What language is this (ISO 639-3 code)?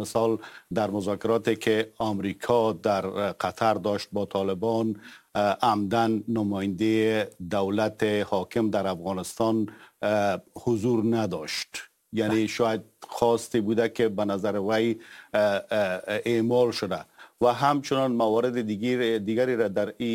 fas